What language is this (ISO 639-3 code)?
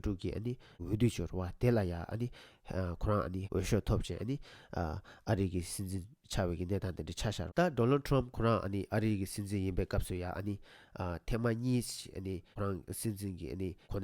bod